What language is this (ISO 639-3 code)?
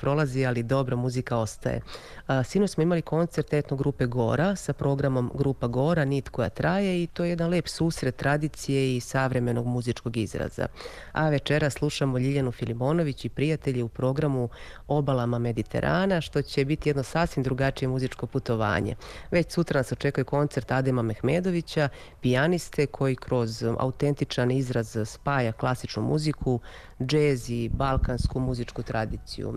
srp